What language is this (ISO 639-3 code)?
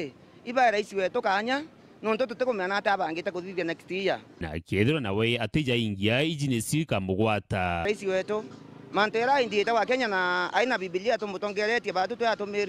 mer